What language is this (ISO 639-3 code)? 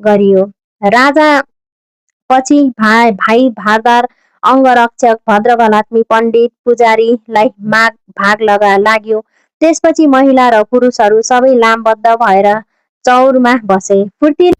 nep